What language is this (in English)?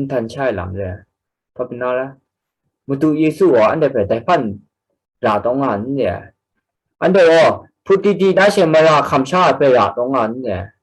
Kachin